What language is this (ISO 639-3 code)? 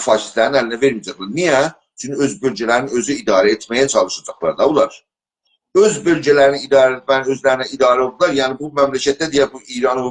azb